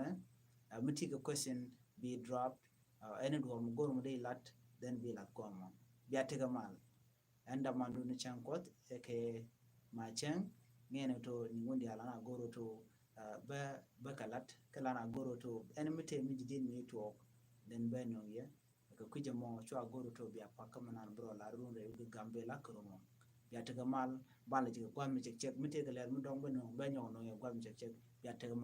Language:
Nuer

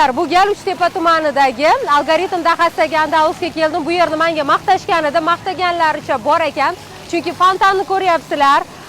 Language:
Uzbek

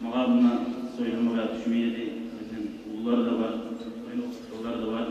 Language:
Kumyk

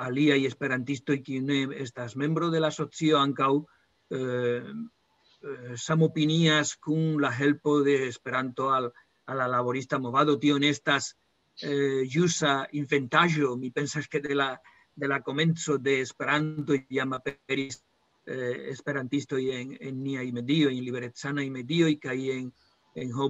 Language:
Esperanto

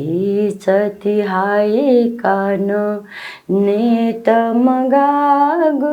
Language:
Newari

